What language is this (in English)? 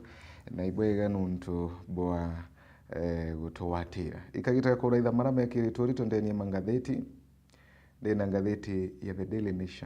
Meru